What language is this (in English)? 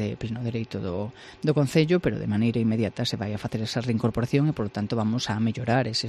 Galician